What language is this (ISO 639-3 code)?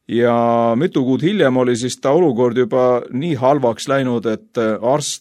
est